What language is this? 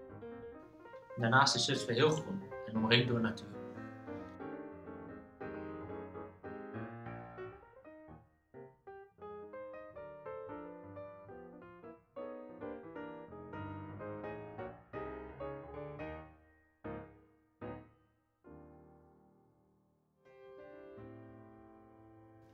Dutch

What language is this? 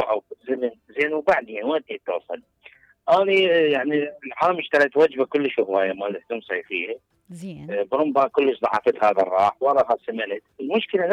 Mesopotamian Arabic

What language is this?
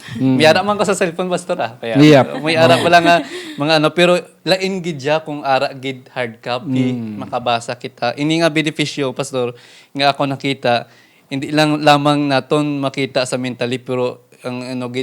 Hiligaynon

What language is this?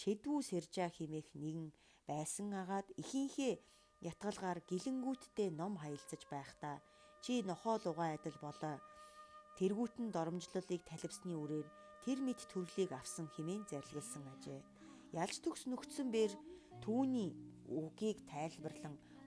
Mongolian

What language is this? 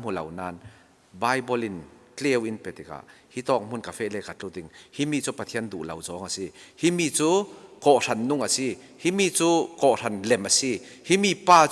Falam Chin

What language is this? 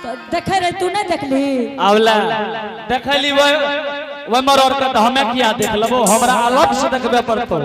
Angika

